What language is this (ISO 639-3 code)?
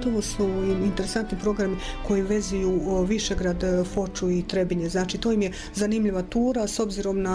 bos